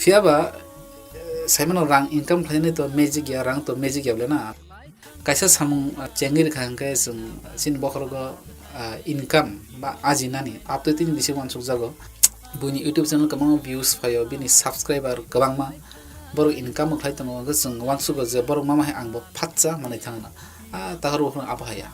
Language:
Kok Borok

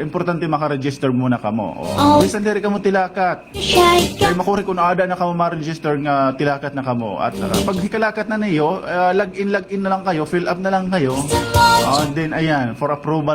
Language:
Waray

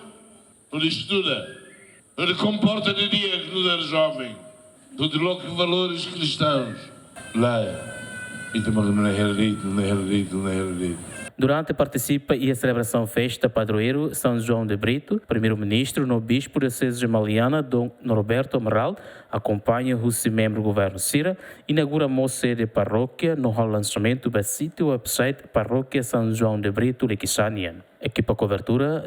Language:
Tetum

